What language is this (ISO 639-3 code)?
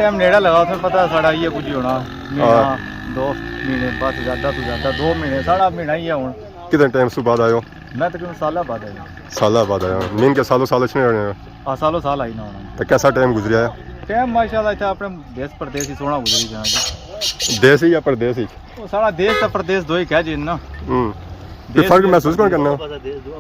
phr